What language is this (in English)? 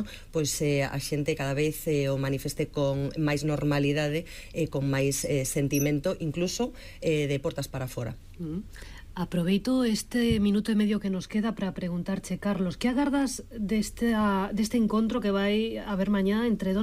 Galician